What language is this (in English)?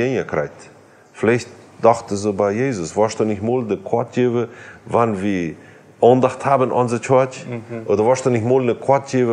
Plautdietsch